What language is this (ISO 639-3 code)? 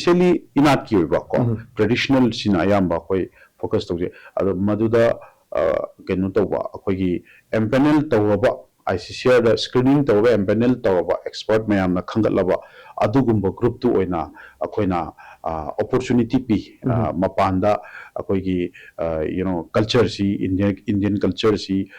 mni